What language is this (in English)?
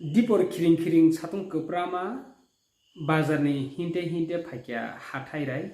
Kok Borok